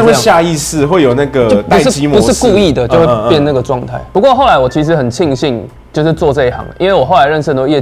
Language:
Chinese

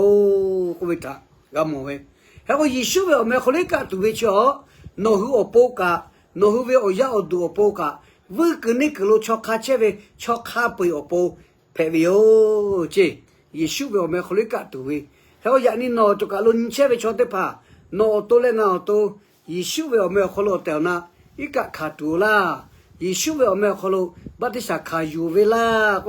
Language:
Lahu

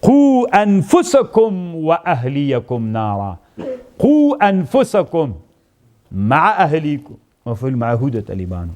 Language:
Pashto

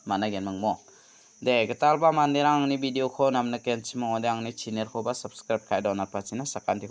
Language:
Garo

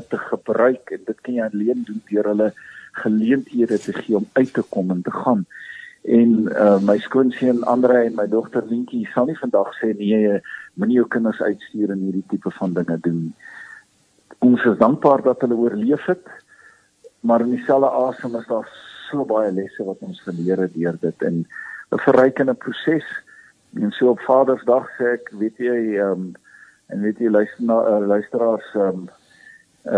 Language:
Afrikaans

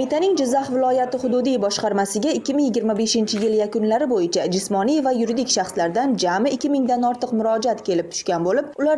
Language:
Uzbek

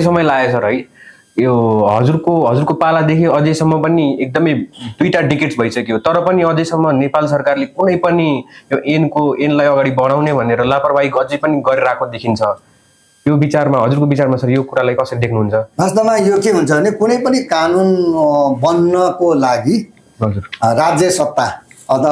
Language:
Nepali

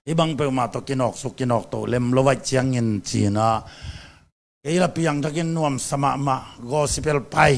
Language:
Tedim Chin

